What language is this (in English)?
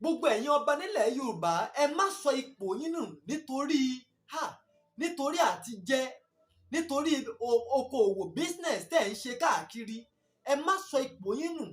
Yoruba